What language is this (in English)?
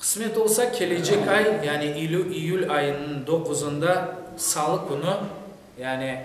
Crimean Tatar